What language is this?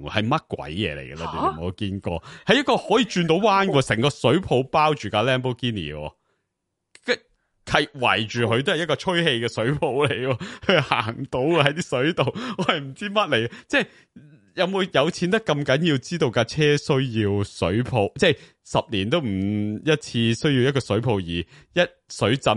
Cantonese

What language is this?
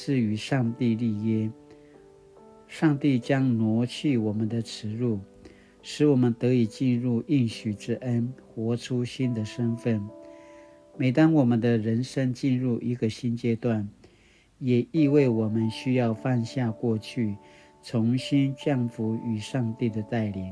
Paiwan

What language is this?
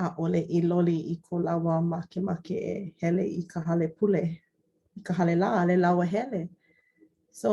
Hawaiian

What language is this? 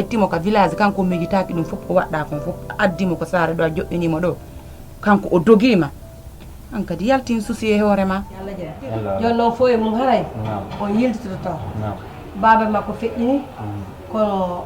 Fula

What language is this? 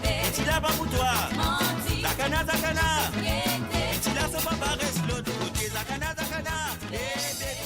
Morisyen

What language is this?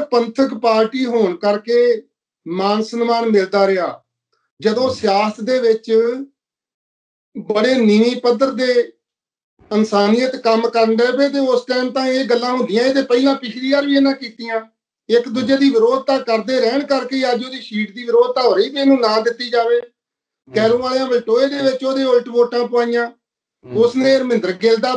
Punjabi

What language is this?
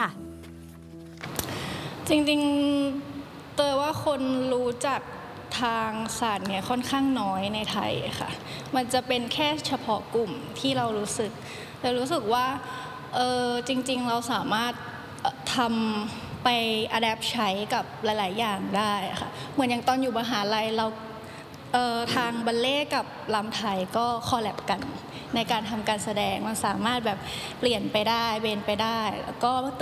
Thai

